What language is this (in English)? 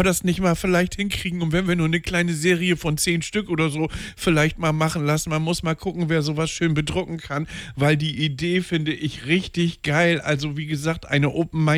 German